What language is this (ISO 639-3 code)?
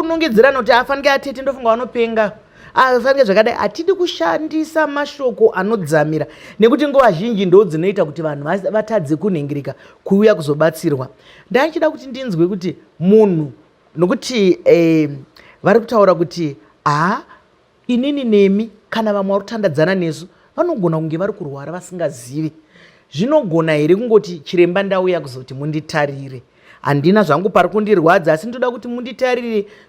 sna